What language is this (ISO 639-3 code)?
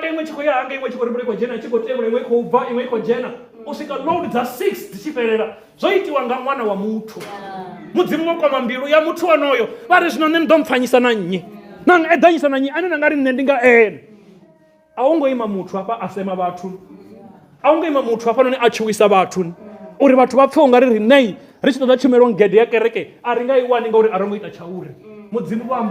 ven